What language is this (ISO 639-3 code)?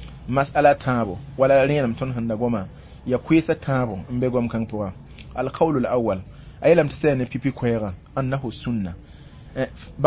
mos